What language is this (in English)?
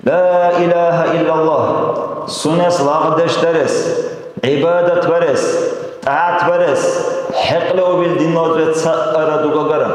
Dargwa